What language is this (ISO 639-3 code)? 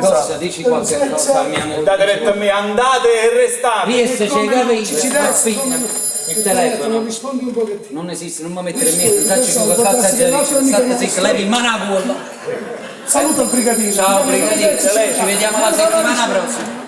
nap